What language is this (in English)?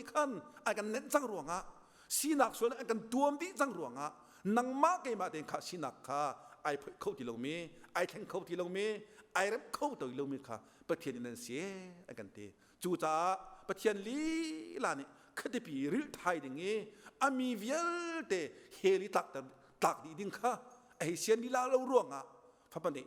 Hakha Chin